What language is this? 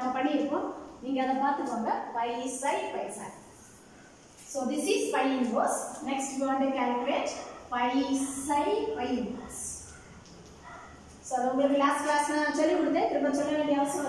Tamil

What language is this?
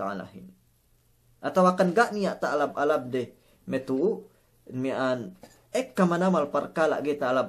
Yakan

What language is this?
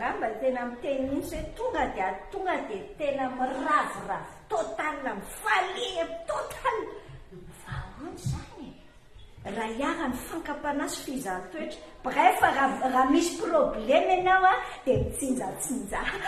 Malagasy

